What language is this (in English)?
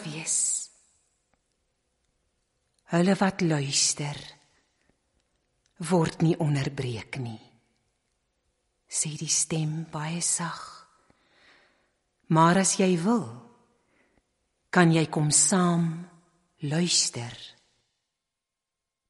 Afrikaans